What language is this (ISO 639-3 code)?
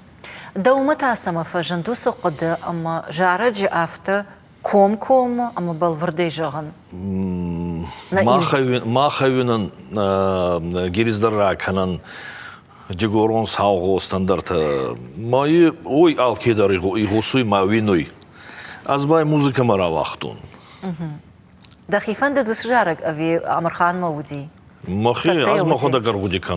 oss